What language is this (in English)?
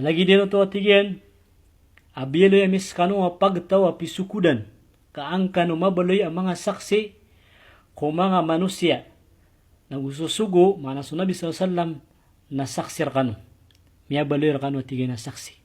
Maranao